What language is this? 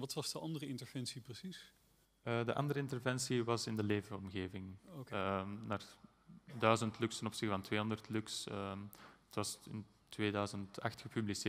Dutch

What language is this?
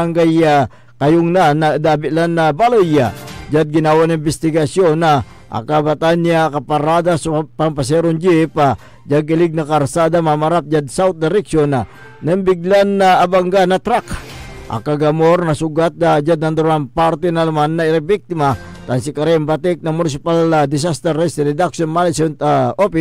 Pangasinan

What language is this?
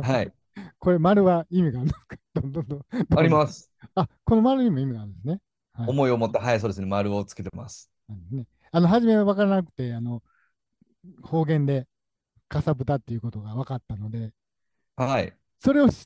Japanese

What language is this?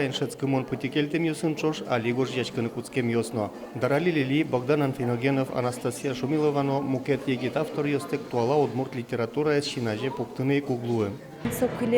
Udmurt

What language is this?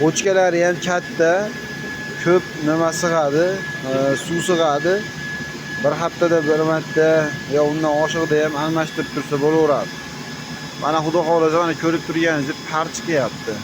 Uzbek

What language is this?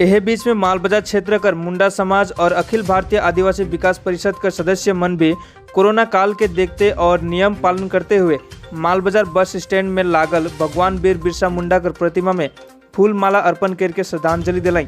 Sadri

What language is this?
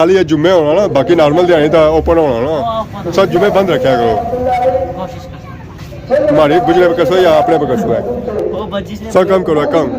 Pahari-Potwari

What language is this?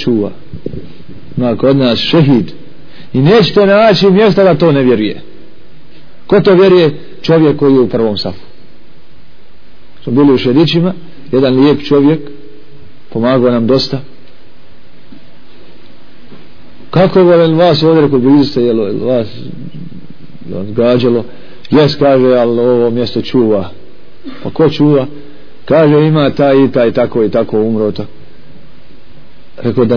Bosnian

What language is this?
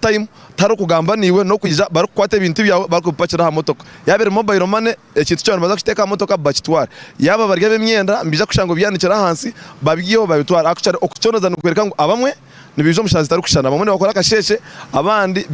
Nyankole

